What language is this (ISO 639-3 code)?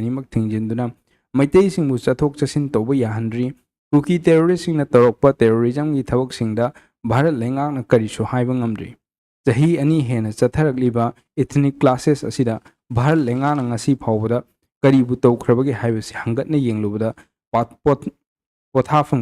mni